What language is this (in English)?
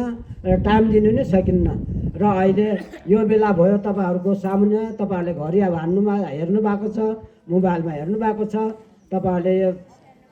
Nepali